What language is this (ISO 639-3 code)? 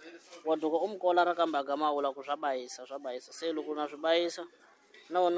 tso